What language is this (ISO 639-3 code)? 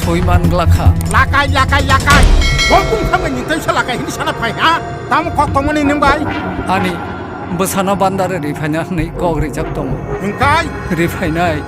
trp